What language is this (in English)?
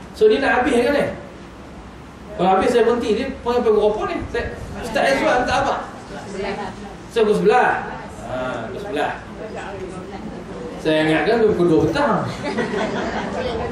Malay